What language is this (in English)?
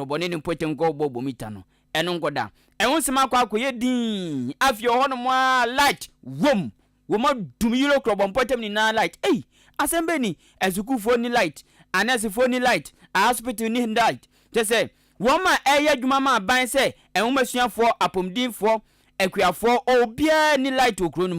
Akan